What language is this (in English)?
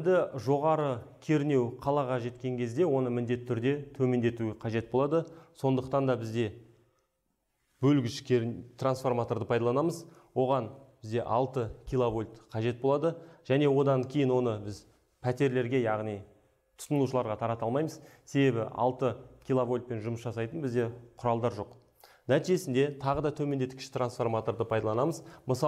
Kazakh